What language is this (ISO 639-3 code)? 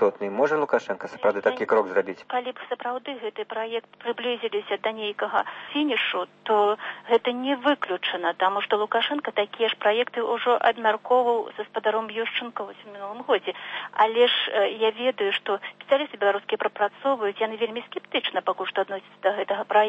bel